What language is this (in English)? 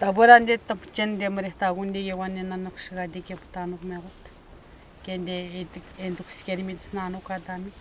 Atikamekw